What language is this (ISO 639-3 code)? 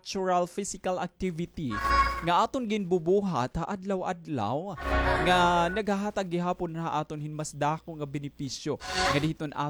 war